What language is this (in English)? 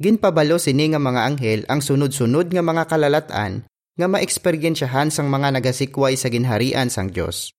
Hiligaynon